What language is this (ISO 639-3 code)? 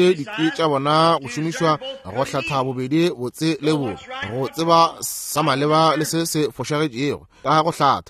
nso